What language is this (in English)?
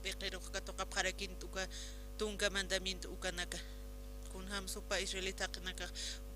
Aymara